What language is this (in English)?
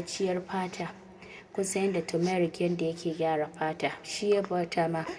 Hausa